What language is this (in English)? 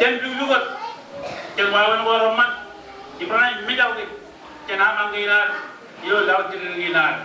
Marshallese